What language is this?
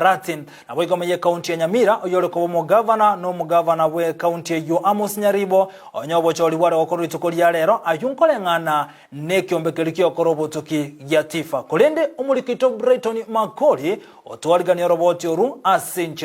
Gusii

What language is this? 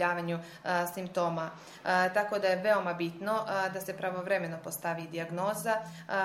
Serbian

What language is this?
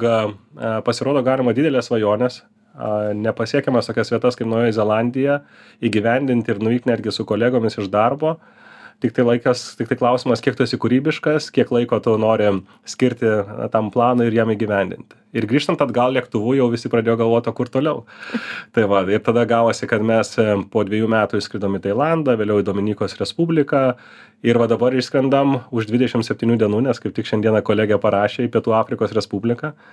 Lithuanian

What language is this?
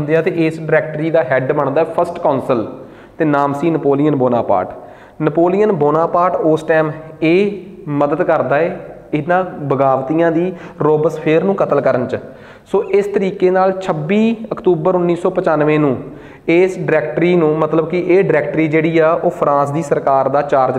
Punjabi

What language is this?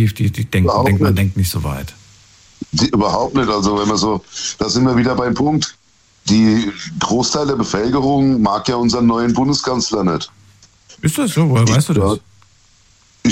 German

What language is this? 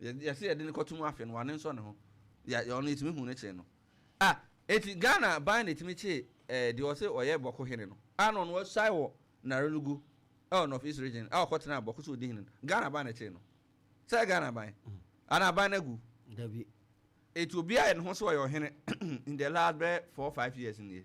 Akan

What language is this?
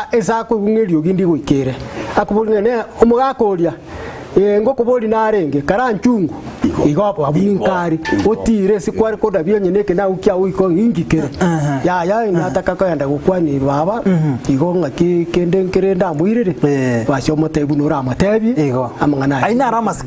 Gusii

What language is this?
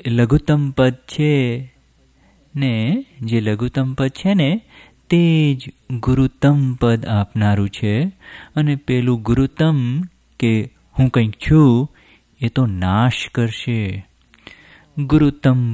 Gujarati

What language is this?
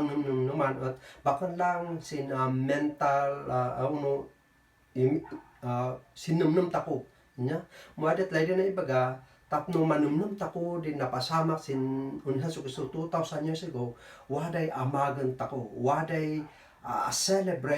Kankanaey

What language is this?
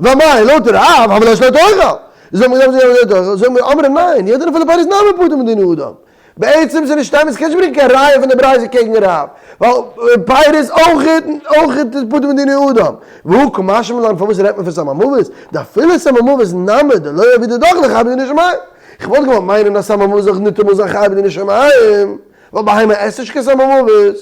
Yiddish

